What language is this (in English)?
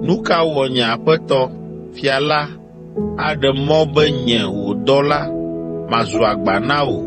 Ewe